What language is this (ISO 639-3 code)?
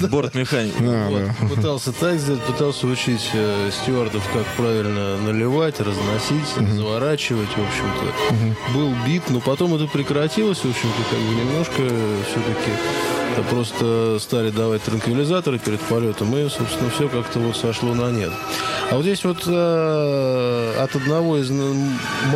rus